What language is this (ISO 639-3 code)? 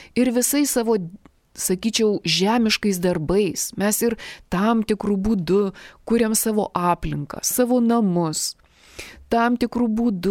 lit